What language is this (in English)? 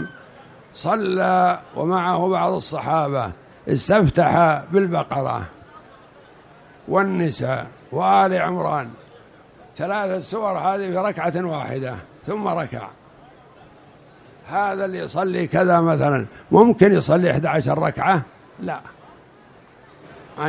Arabic